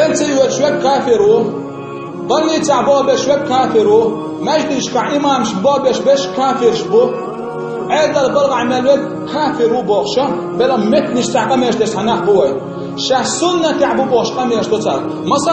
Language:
Chechen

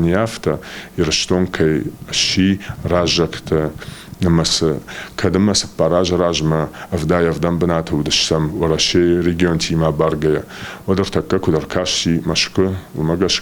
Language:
Ossetic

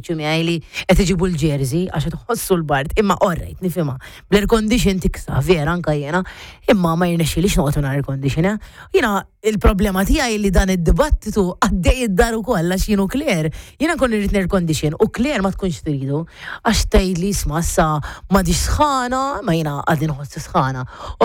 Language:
Maltese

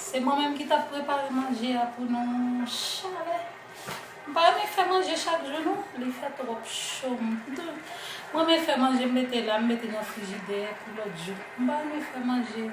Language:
Haitian Creole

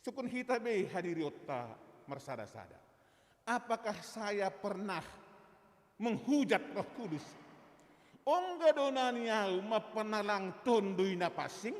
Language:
Batak Simalungun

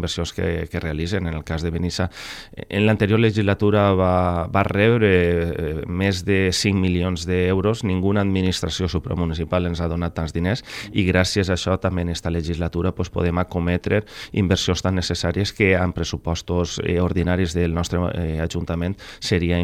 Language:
Catalan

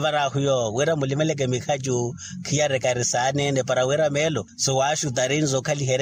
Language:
Makhuwa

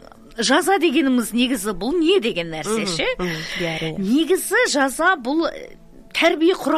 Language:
Kazakh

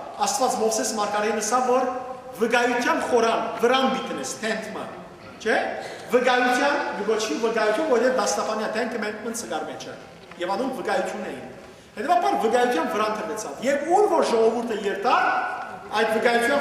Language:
Western Armenian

